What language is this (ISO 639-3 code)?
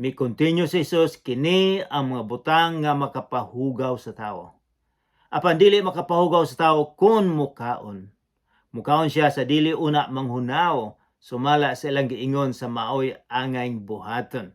ceb